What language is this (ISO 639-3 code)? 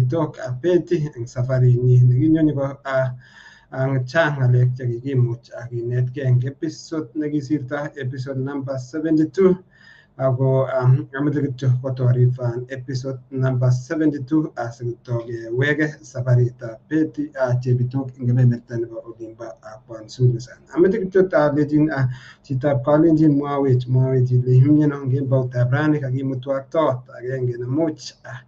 kln